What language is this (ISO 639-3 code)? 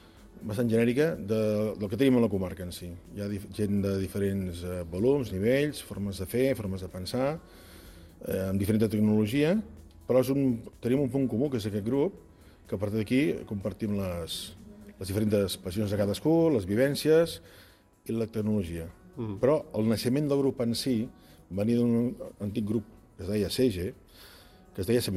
cat